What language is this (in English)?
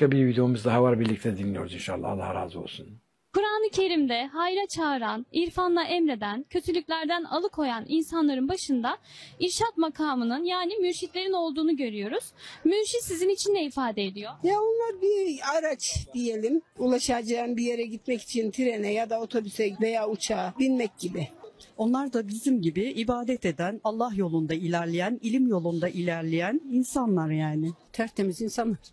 Turkish